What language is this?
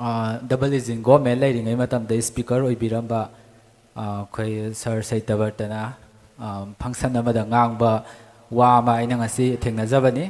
Manipuri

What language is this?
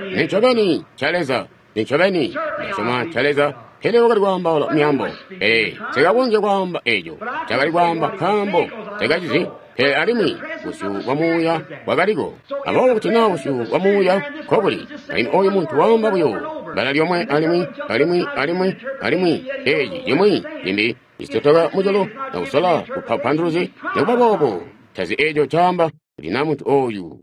Tonga (Zambia)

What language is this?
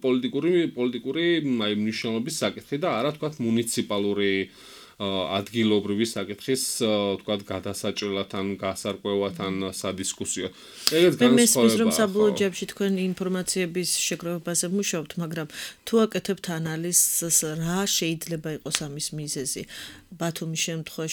Georgian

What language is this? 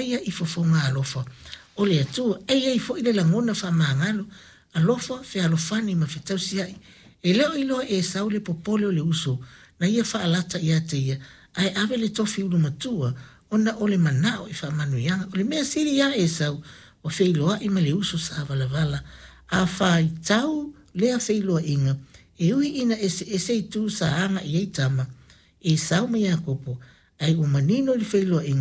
Samoan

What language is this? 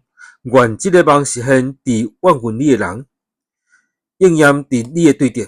Min Nan Chinese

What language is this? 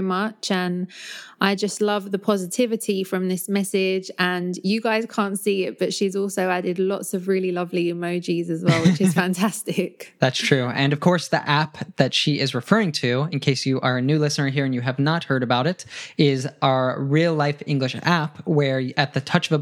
English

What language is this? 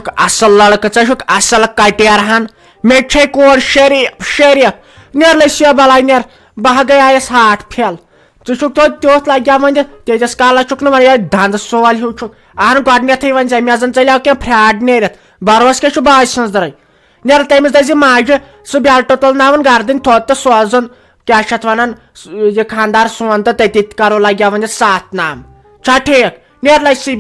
Kashmiri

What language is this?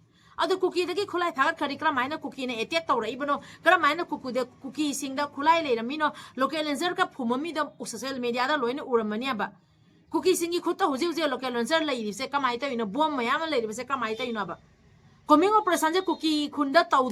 Manipuri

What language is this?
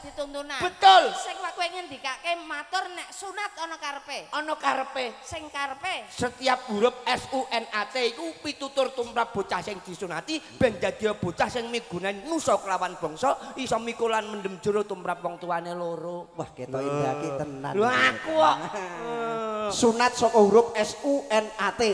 Javanese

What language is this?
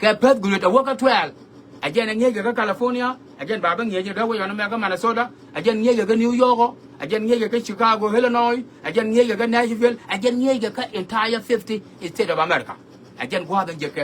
Nuer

